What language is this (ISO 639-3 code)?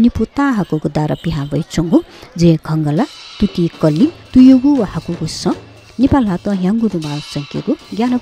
new